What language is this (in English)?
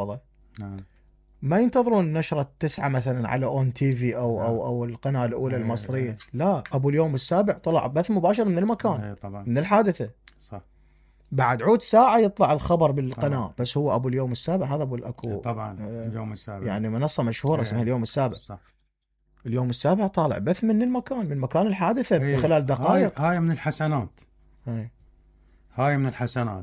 Mesopotamian Arabic